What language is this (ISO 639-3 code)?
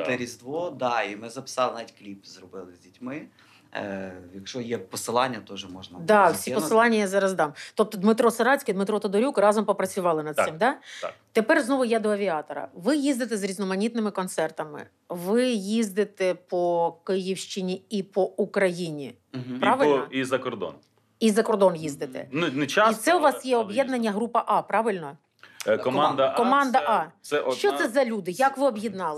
ukr